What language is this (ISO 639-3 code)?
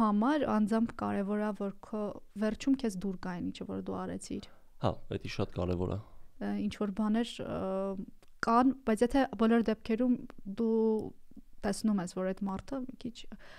hye